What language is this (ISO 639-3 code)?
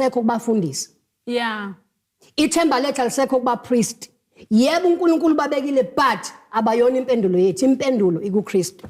zul